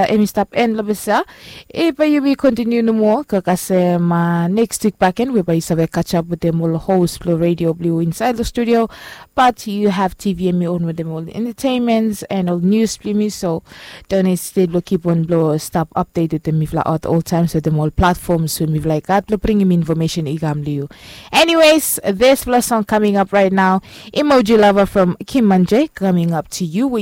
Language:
Bislama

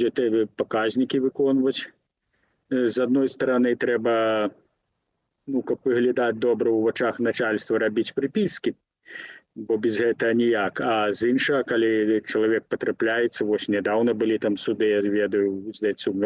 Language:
Belarusian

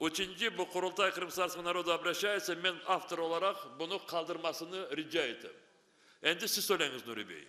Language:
Crimean Tatar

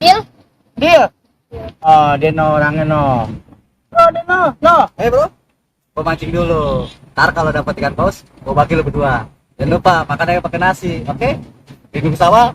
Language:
Betawi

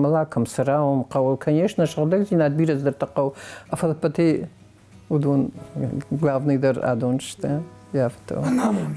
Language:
Ossetic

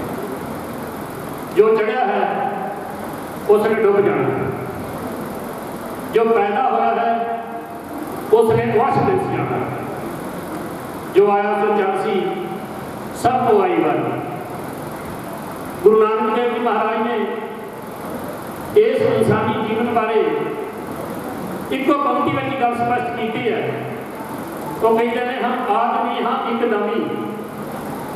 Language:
Punjabi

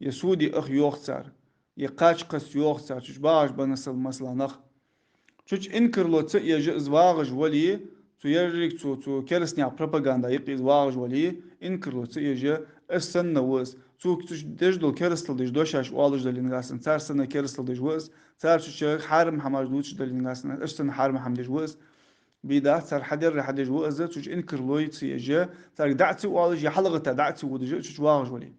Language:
Ingush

